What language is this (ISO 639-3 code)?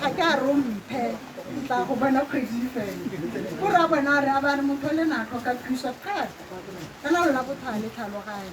tsn